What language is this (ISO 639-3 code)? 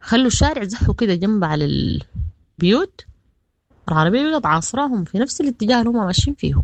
apd